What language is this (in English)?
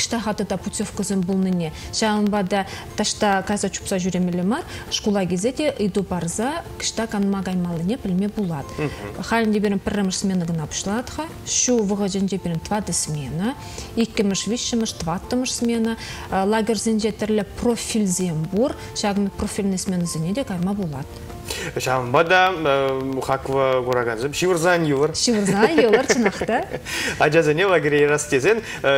Chuvash